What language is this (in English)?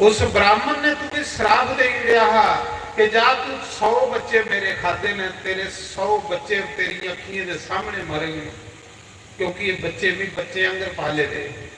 Dogri